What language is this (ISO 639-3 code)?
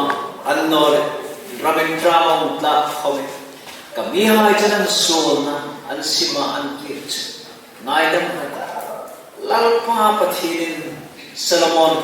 hmr